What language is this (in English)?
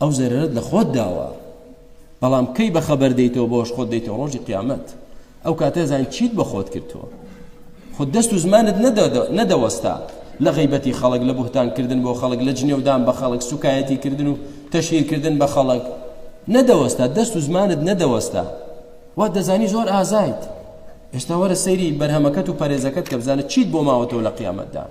Central Kurdish